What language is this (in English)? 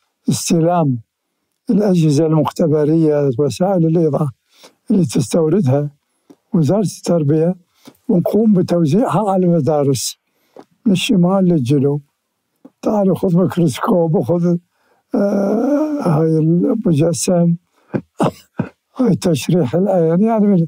Mesopotamian Arabic